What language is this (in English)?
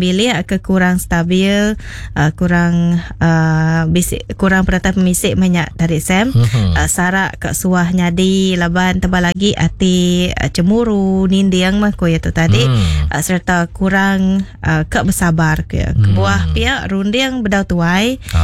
Iban